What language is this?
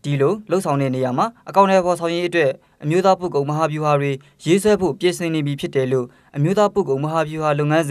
Burmese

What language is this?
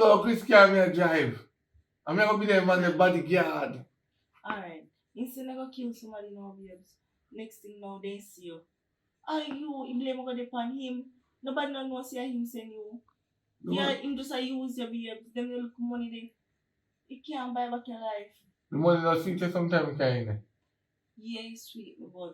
Jamaican Creole English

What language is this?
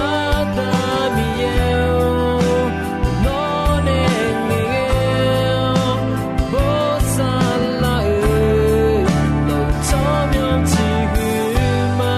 Akha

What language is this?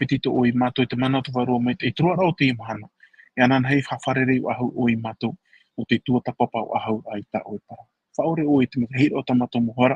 Tahitian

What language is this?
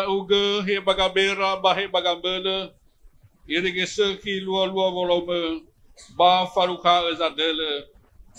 Nias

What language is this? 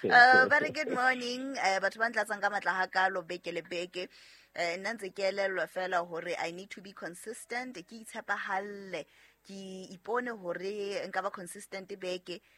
Southern Sotho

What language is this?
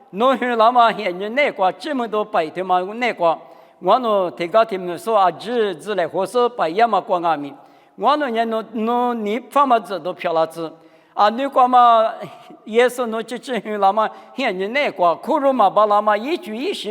Lisu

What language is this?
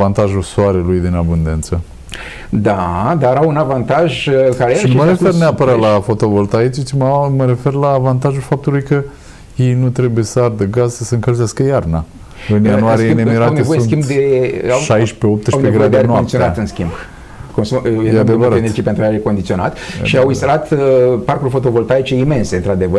Romanian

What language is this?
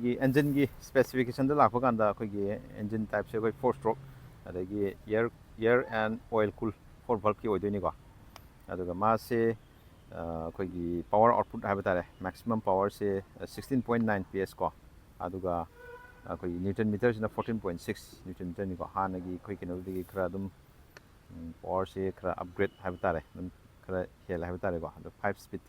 Manipuri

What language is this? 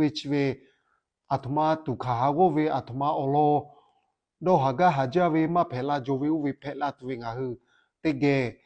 Lahu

